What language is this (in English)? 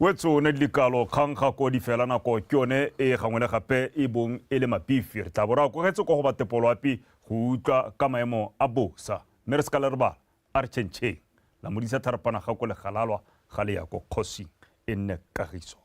Tswana